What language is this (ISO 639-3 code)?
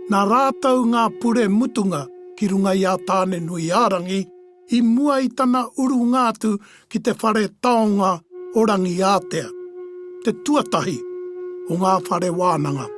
mri